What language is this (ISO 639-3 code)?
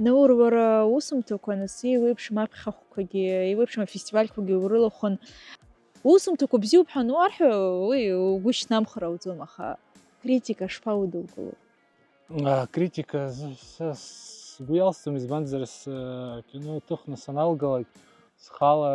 abk